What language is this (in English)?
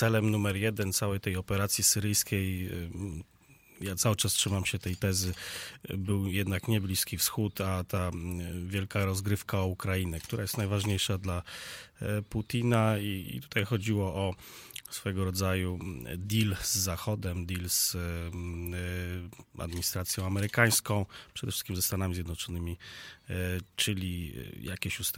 Polish